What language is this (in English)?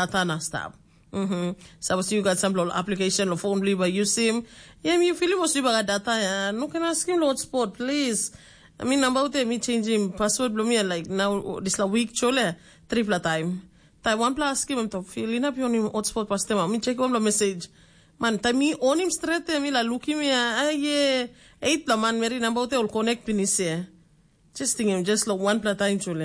Tok Pisin